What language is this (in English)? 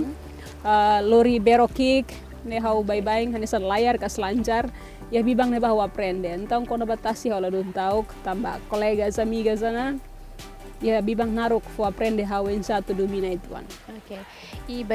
Tetum